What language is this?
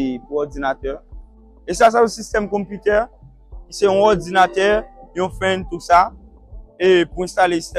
Haitian Creole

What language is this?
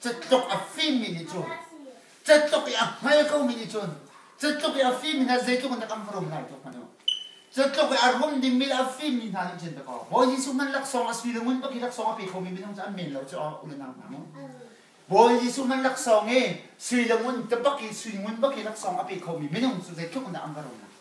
Hakha Chin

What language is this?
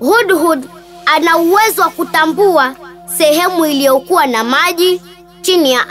Swahili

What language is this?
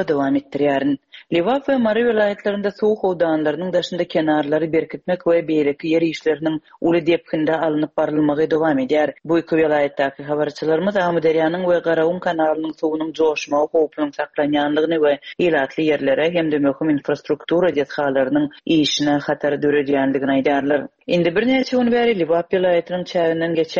Turkmen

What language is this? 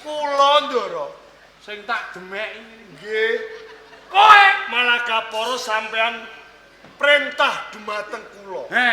Javanese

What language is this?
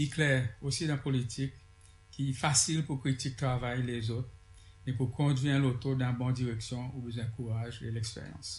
Seselwa Creole French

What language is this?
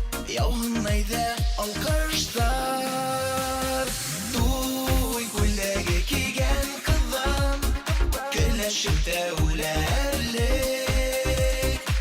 Bashkir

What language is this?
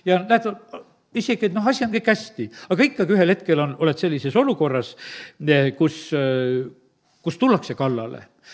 Estonian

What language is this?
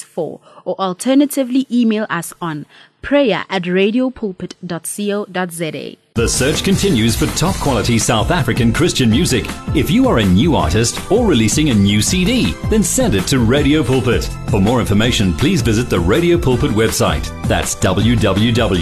English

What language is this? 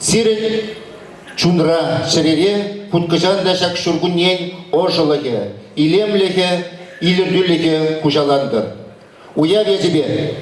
Chuvash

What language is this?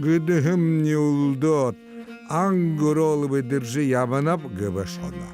Buriat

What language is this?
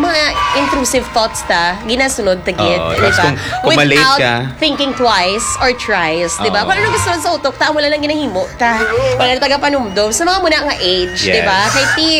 Hiligaynon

